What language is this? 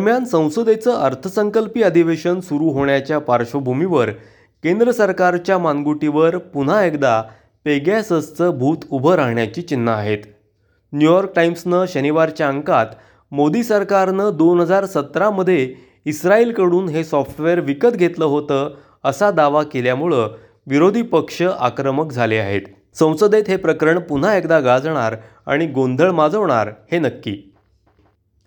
Marathi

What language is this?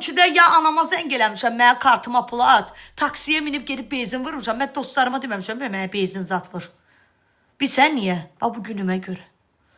Azerbaijani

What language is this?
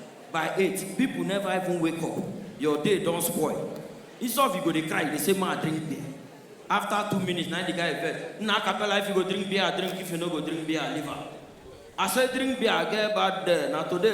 Nigerian Pidgin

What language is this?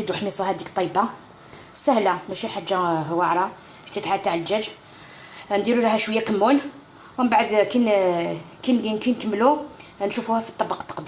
Algerian Arabic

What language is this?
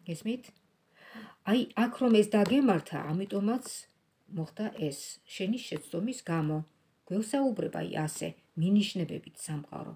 Georgian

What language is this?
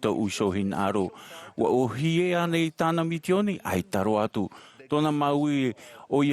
Tahitian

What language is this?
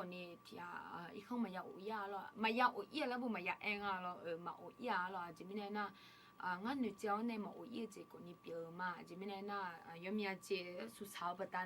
Akha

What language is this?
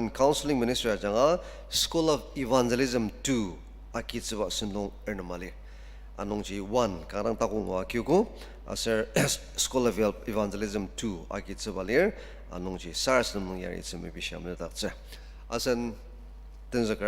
Ao Naga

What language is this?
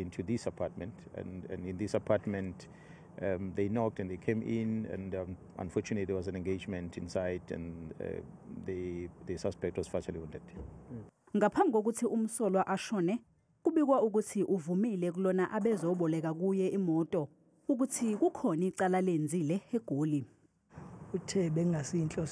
Zulu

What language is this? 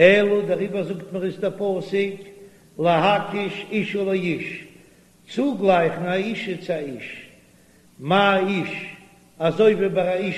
Yiddish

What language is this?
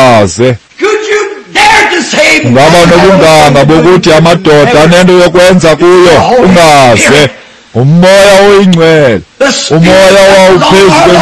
Xhosa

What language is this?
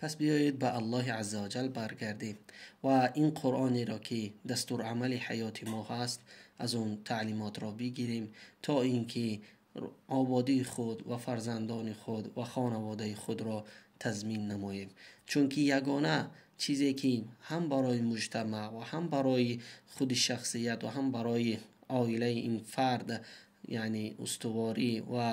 Tajik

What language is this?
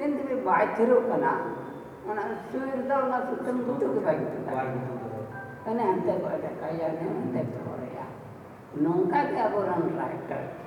Santali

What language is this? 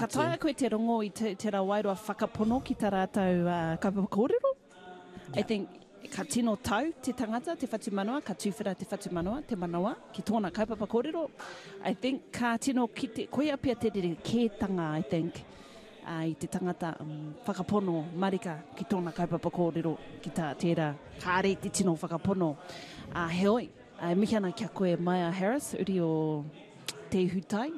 Māori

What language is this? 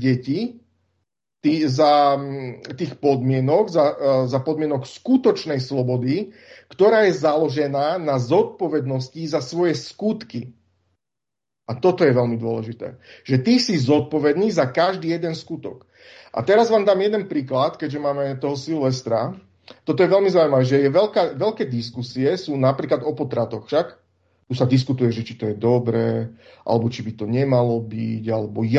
Slovak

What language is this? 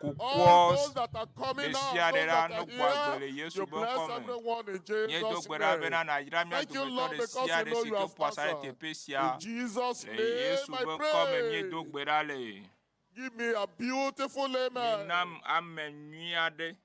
Ewe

